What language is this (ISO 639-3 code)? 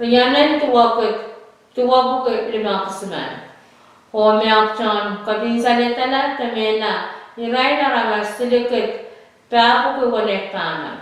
pon